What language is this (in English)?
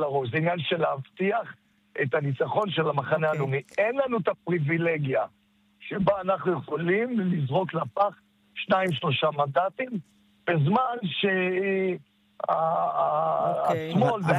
Hebrew